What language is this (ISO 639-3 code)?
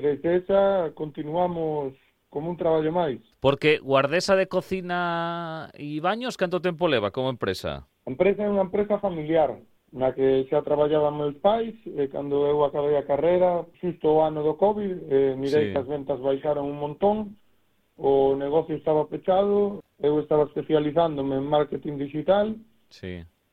glg